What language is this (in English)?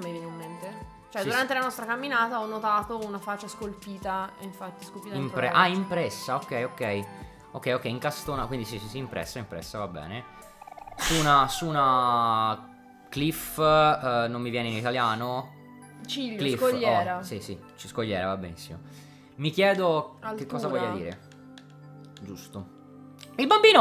Italian